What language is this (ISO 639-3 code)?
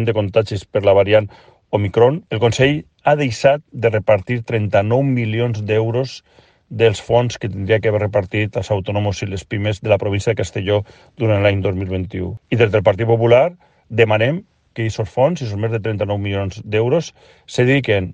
cat